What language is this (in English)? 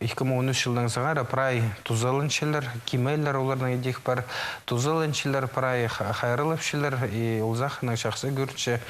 Khakas